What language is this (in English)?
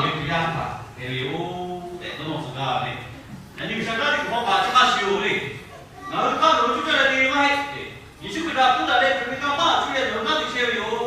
Lahu